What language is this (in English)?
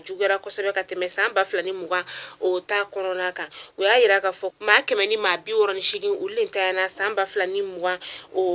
Bambara